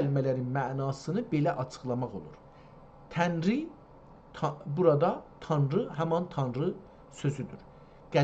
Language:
South Azerbaijani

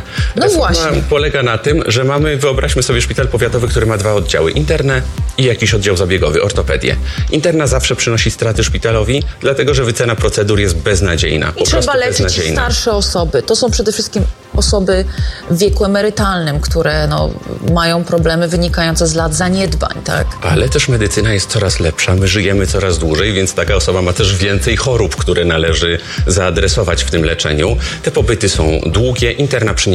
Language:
Polish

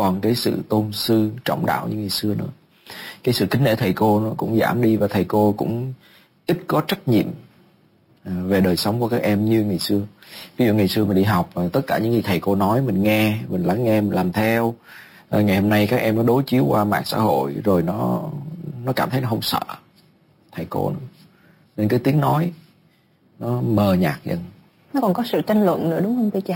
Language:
Vietnamese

